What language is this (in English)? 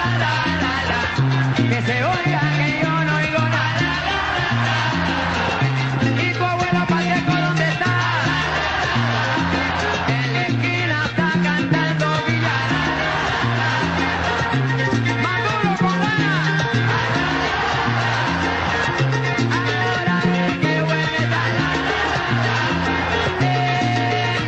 Spanish